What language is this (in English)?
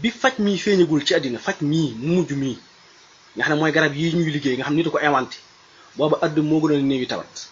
Wolof